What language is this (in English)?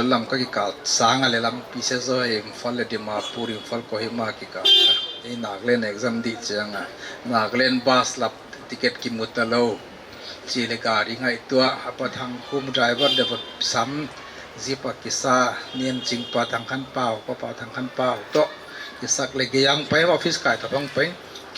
Paite Chin